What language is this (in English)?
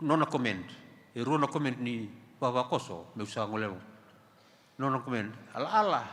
Fijian